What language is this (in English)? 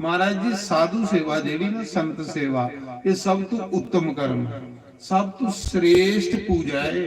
Dogri